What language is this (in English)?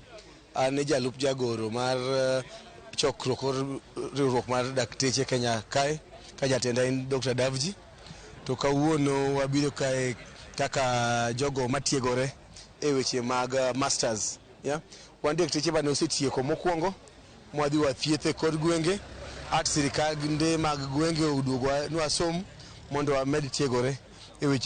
Luo (Kenya and Tanzania)